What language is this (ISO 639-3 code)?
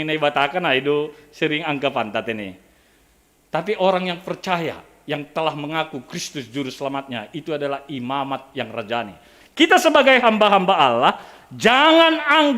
bts